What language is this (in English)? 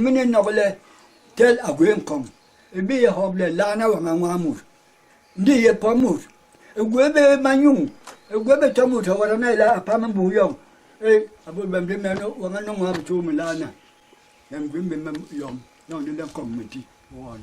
Basaa